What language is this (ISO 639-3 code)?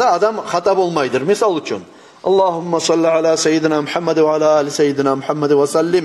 kum